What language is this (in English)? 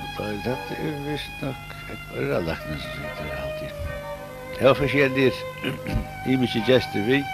Faroese